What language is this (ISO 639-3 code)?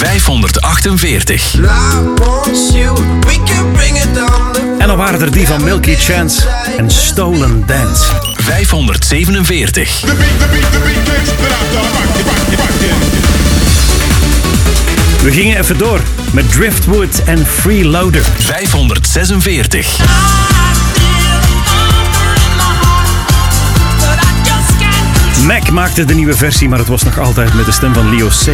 nld